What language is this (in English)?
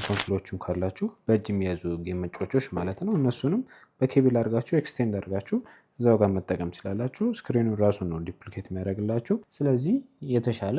Amharic